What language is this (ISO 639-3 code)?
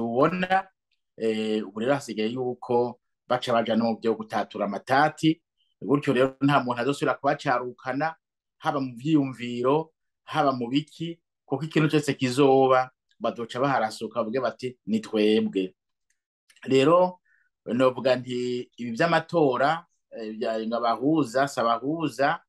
run